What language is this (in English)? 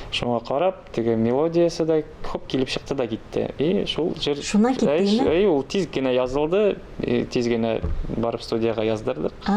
Tatar